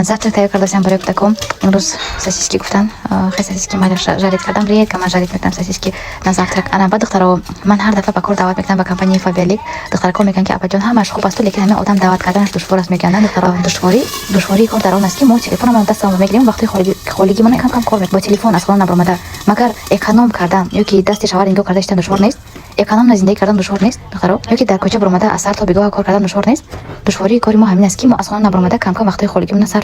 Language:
Tajik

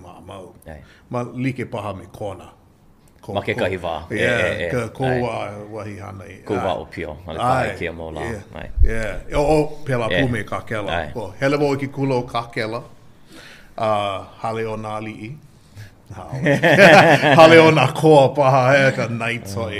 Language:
Hawaiian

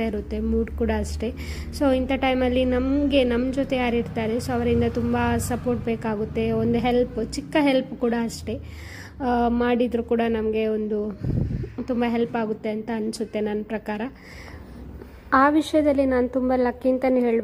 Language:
Kannada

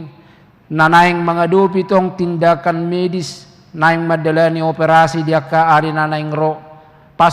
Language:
Batak Toba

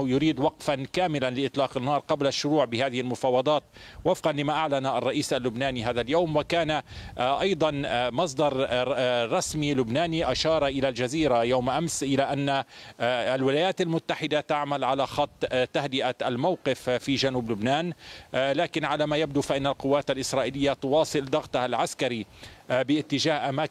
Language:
Arabic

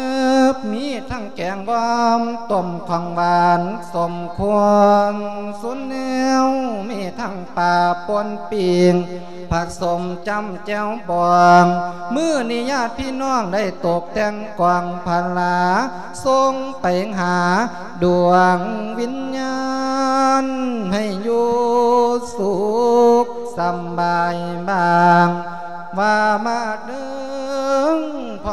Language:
Lao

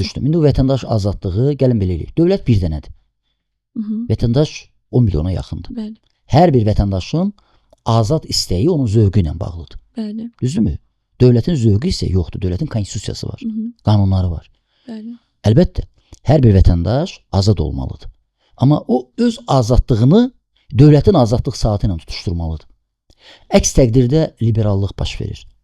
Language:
Azerbaijani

